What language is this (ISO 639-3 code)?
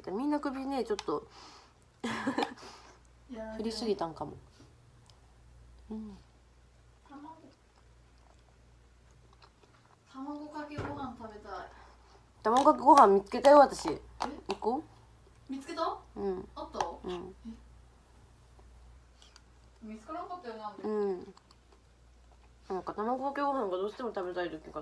jpn